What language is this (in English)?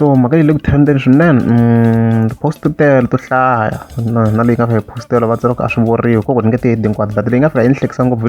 Tsonga